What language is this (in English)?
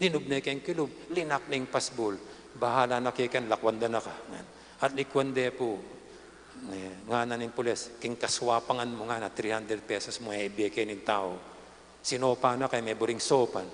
Pampanga